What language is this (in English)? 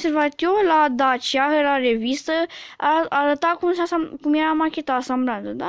Romanian